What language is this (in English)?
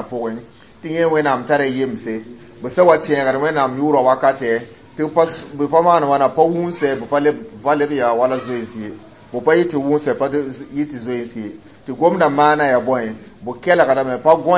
Mossi